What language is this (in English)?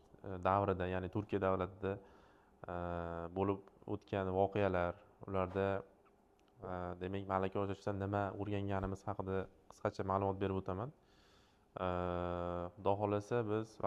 Uzbek